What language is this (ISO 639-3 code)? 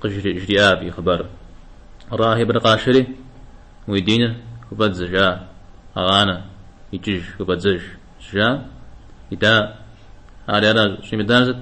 kbd